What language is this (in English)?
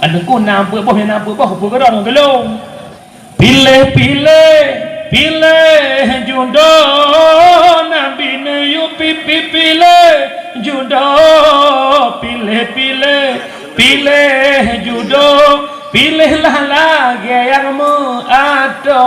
Achinese